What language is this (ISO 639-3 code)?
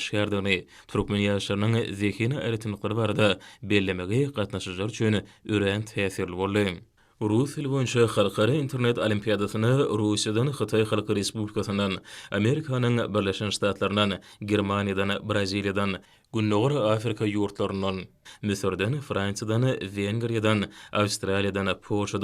tuk